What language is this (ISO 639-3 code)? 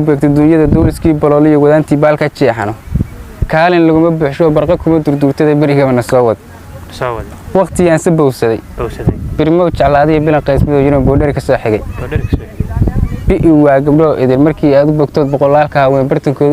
som